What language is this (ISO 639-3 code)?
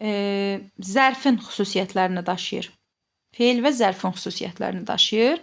aze